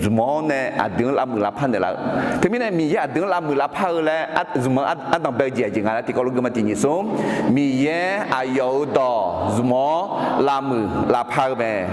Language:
Akha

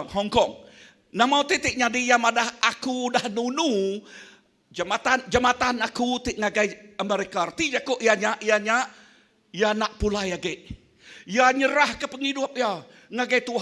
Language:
Iban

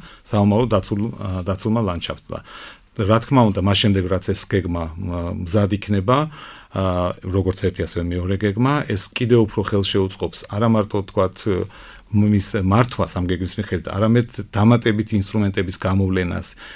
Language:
Georgian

